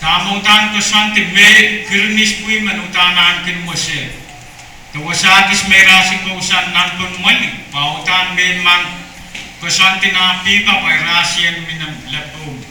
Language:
Pohnpeian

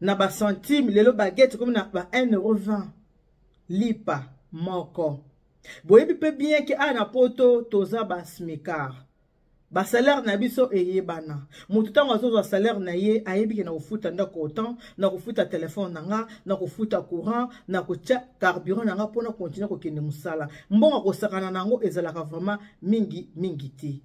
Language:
Lingala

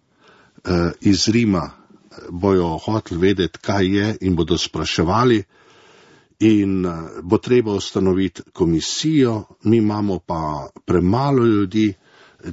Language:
Slovenian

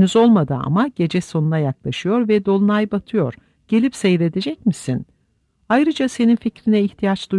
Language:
Turkish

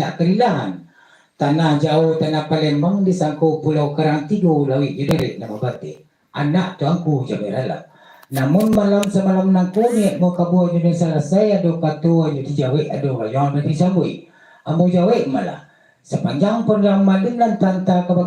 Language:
Minangkabau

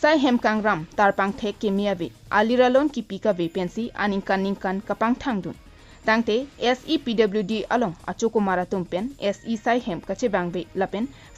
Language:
Karbi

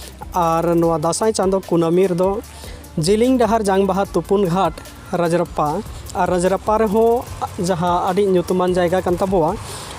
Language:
Santali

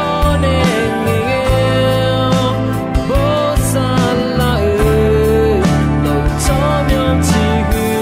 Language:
Akha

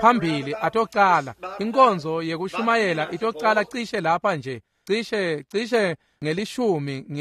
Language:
Swati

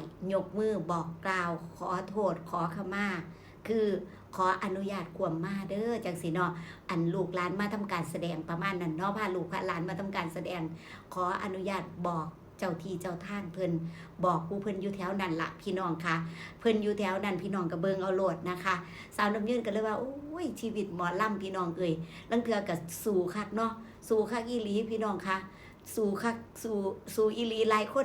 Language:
Northeastern Thai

